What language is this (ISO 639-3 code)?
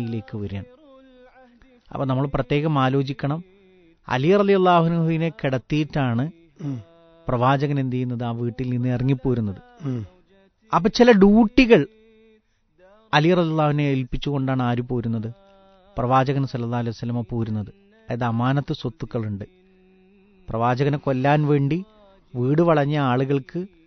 mal